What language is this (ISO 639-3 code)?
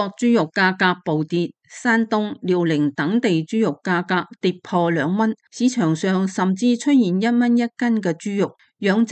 yue